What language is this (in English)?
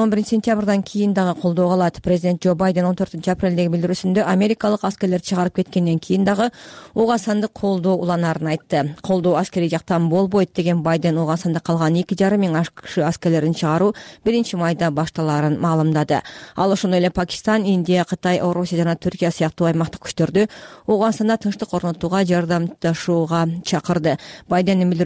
Kyrgyz